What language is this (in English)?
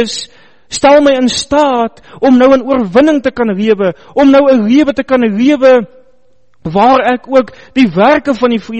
Afrikaans